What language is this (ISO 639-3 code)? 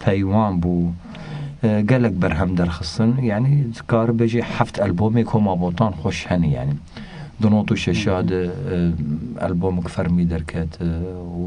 kur